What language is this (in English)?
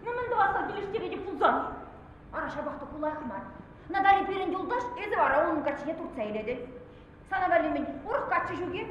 Chuvash